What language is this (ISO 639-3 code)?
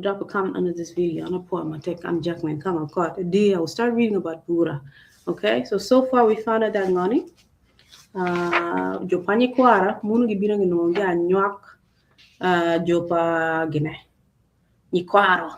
ach